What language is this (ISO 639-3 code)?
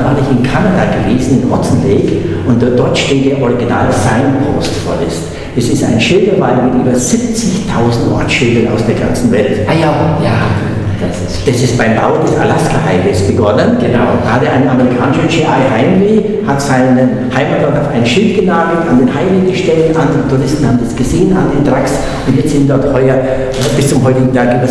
deu